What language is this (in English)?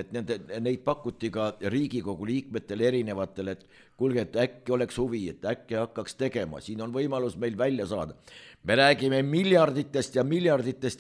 Estonian